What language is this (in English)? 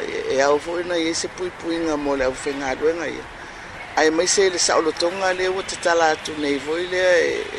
Samoan